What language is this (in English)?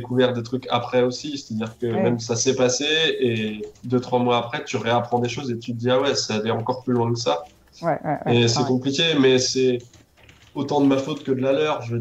French